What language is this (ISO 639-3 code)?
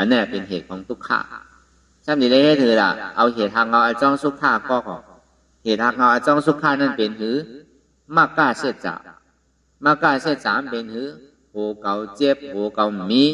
shn